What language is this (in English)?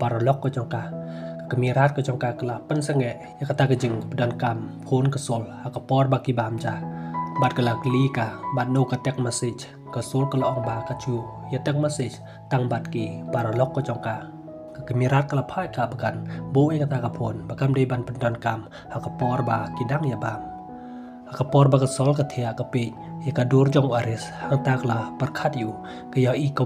Khasi